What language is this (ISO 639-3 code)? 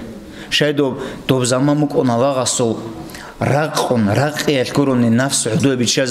ava